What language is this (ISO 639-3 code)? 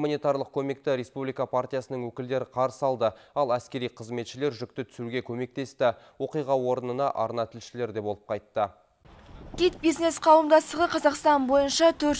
kaz